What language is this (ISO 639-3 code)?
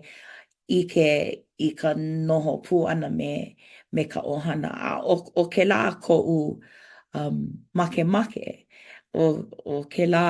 haw